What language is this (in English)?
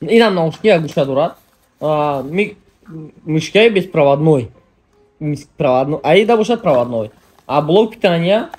Tajik